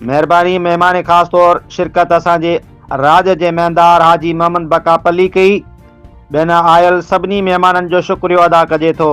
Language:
Sindhi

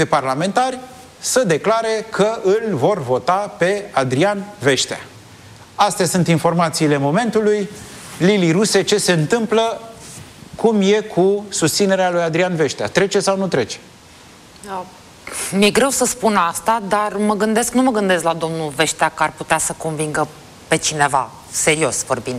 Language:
Romanian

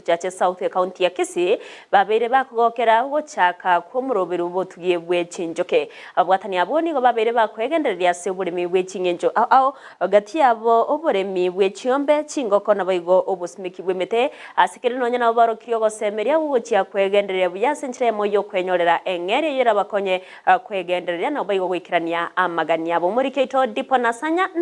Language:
Gusii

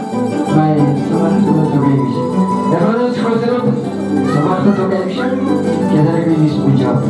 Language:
Quechua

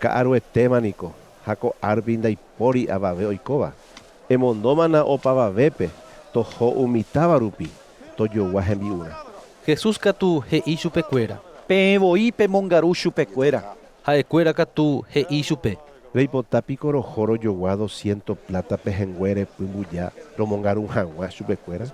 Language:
Guarani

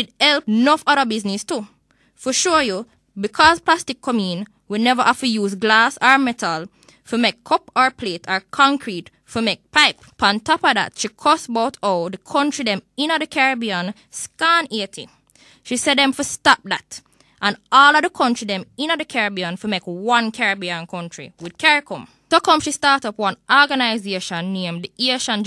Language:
Jamaican Creole English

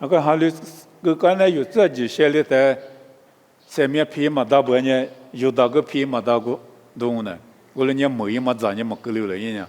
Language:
Lisu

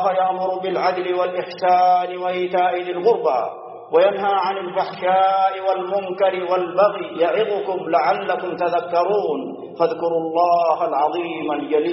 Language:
Arabic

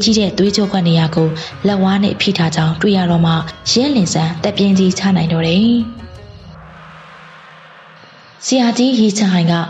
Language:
Burmese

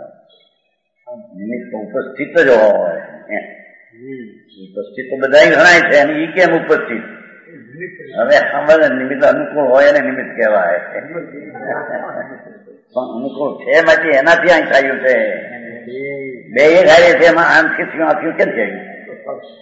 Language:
Gujarati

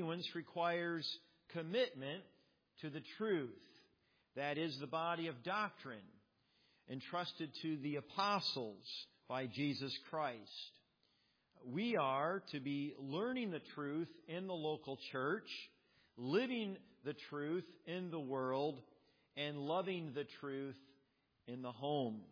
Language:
English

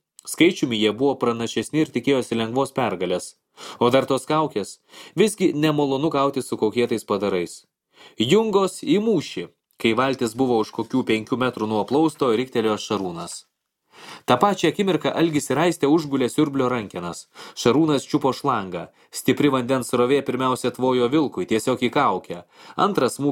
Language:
Lithuanian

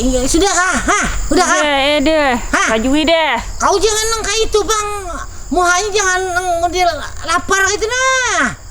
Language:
Banjar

